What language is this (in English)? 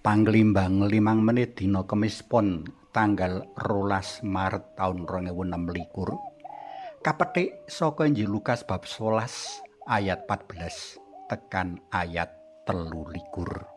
Javanese